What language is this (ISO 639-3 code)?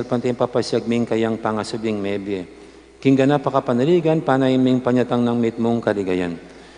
pam